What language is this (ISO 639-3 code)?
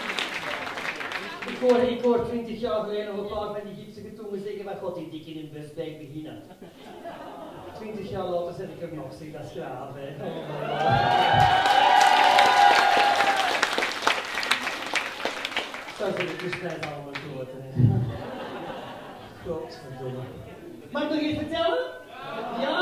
nld